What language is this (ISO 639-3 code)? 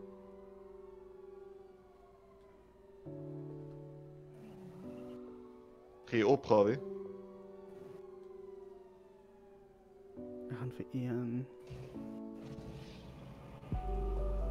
afr